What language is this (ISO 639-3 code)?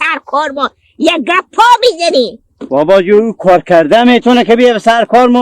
haz